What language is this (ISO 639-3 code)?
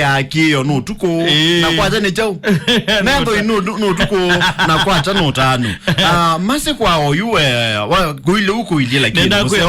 kam